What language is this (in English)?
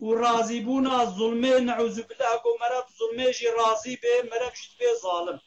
Kurdish